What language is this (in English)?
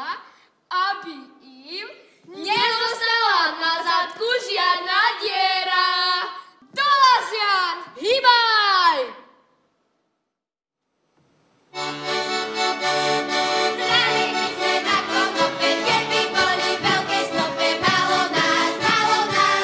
Slovak